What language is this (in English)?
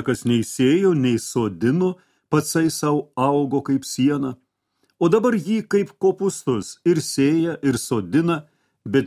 Lithuanian